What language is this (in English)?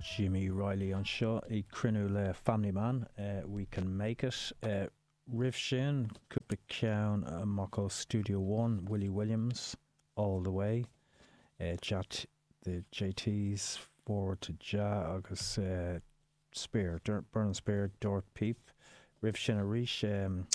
Irish